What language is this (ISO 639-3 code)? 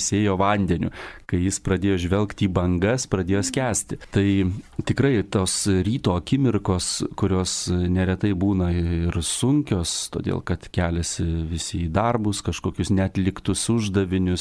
lit